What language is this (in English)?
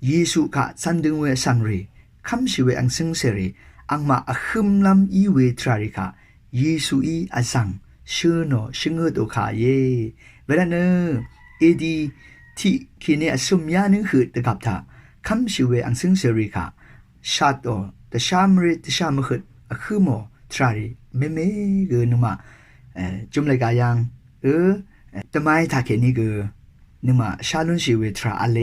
Rawang